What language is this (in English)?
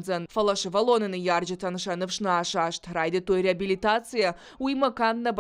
Ossetic